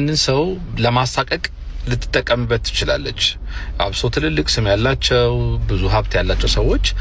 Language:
Amharic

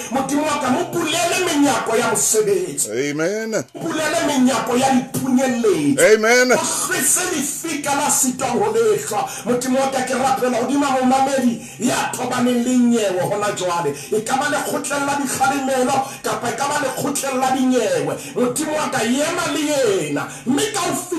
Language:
Southern Sotho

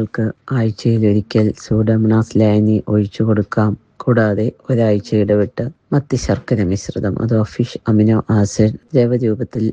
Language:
Malayalam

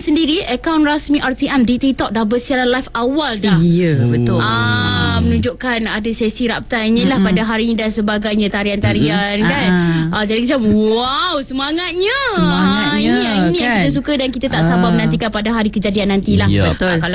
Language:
Malay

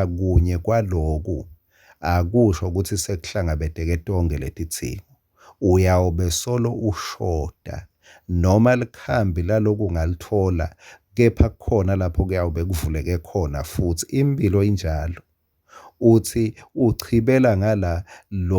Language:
Swati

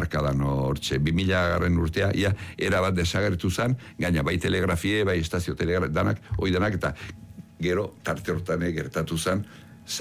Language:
Basque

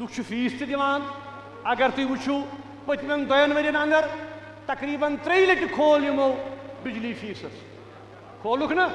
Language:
Kashmiri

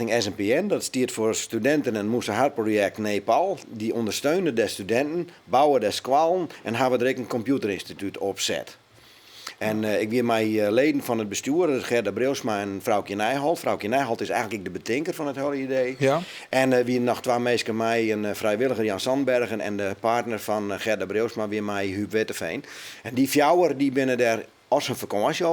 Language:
Western Frisian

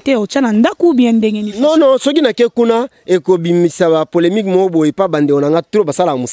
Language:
Lingala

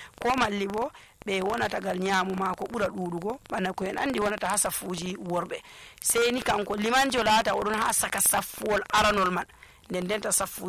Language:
Nigerian Fulfulde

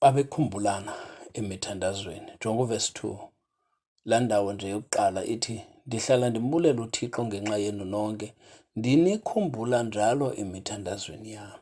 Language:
Xhosa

